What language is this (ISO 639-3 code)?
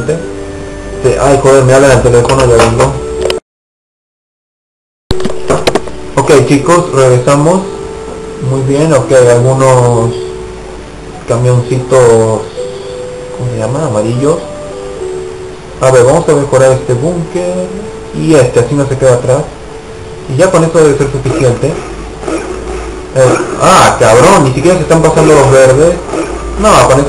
spa